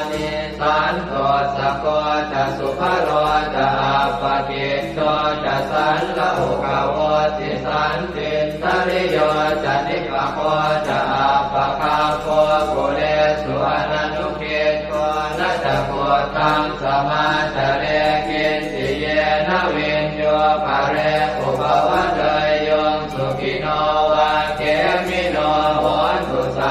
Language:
Pali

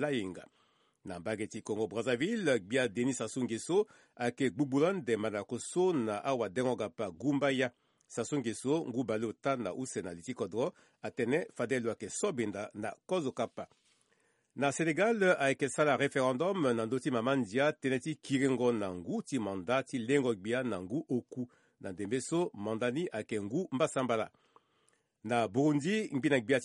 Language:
Sango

